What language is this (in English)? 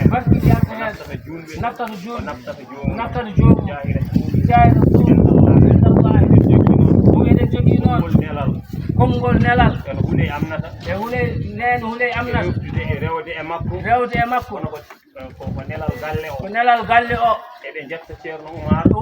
Fula